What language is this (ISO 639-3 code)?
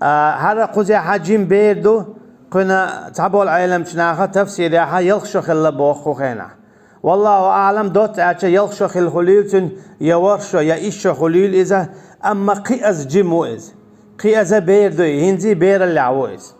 che